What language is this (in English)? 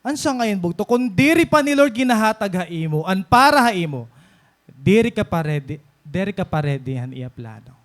Waray